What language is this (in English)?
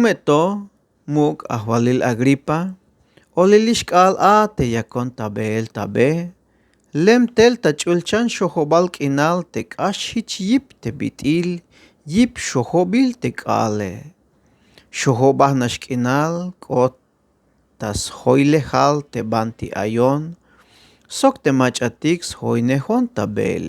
Tzeltal